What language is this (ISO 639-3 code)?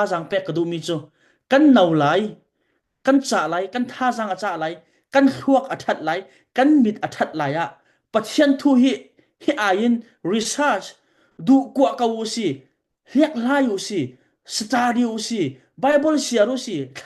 cfm